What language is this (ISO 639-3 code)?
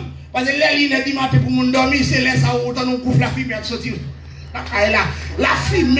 fra